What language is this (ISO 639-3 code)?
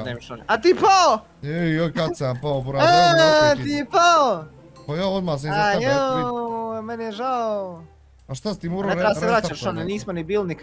bos